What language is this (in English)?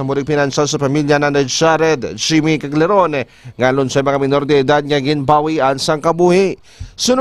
Hiligaynon